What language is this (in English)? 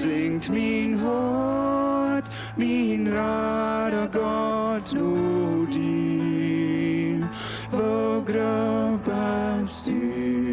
Plautdietsch